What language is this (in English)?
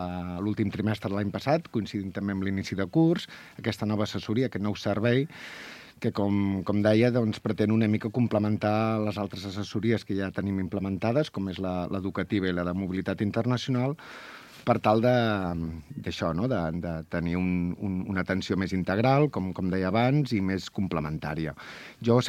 Catalan